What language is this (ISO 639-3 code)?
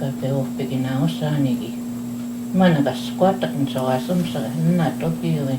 crk